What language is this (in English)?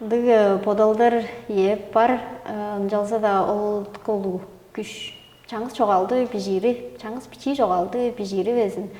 Tuvinian